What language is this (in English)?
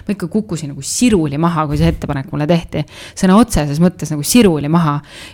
Estonian